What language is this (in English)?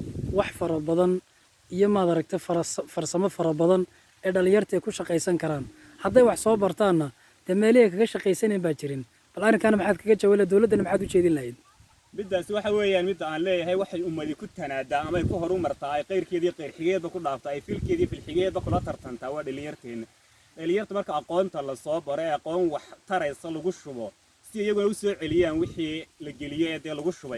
Somali